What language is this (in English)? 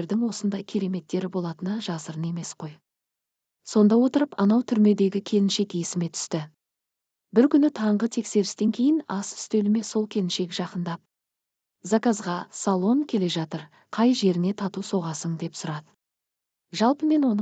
Kazakh